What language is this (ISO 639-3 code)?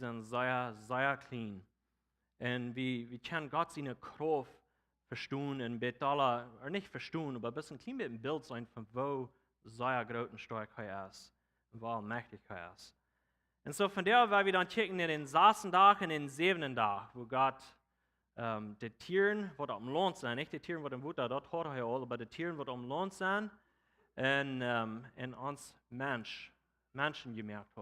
pdt